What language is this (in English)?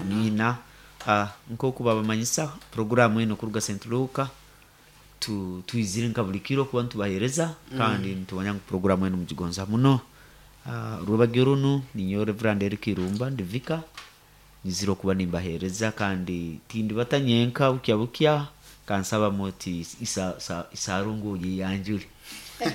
Nyoro